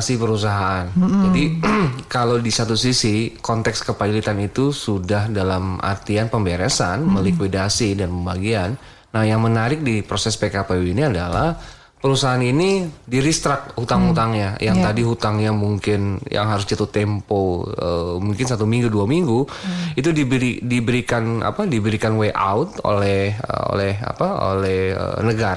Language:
Indonesian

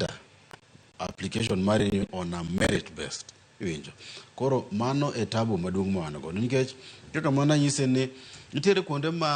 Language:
Luo (Kenya and Tanzania)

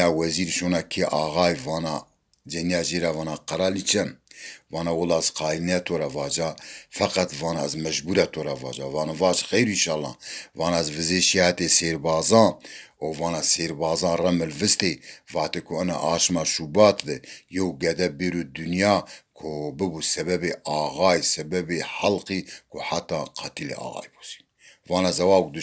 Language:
Zaza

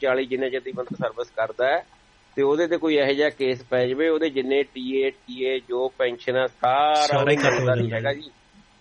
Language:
Punjabi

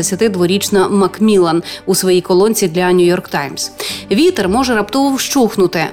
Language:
Ukrainian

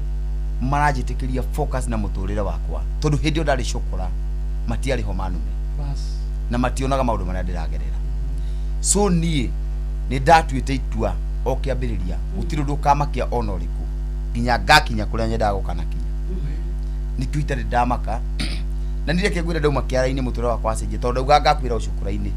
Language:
Kikuyu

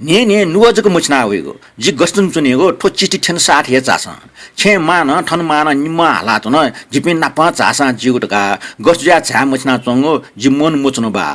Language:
Newari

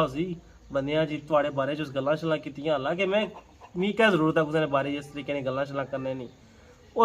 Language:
Pahari-Potwari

